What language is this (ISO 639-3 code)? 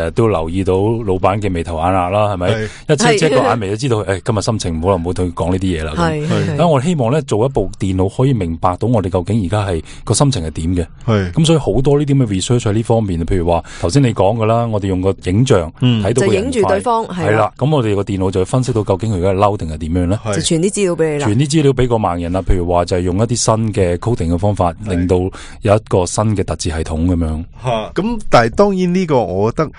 yue